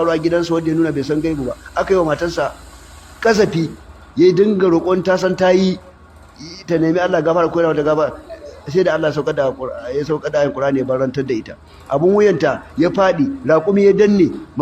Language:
Hausa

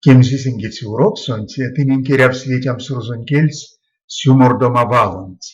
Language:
Erzya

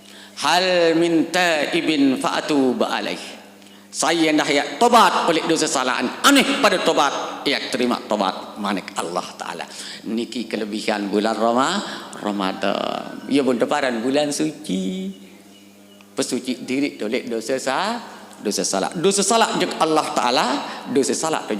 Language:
Sasak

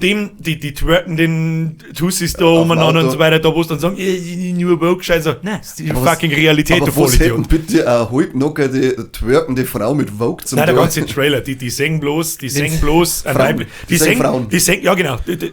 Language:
Bavarian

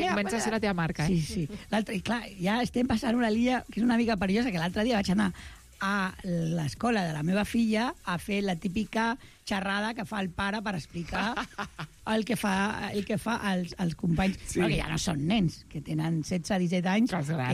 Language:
Catalan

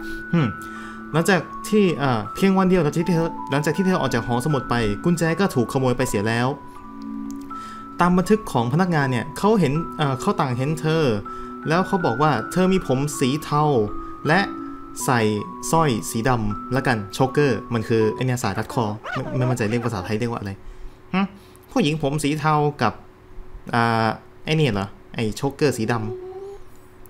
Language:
Thai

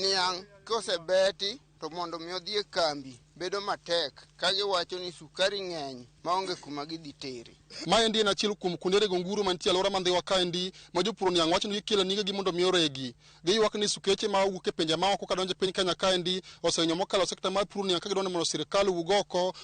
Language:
Luo (Kenya and Tanzania)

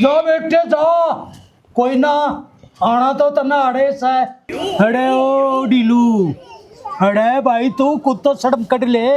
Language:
Haryanvi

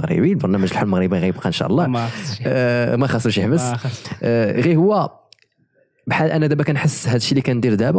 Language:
Moroccan Arabic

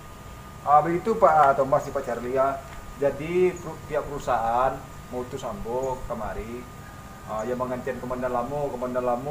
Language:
Minangkabau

